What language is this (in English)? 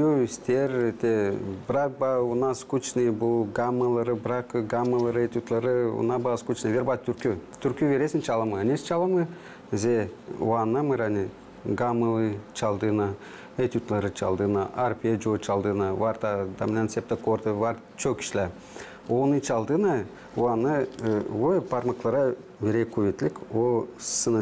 Gagauz